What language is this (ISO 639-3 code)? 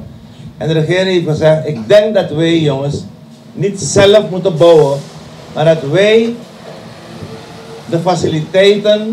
nld